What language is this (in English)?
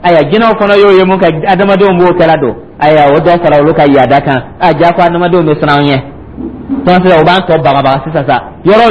Dyula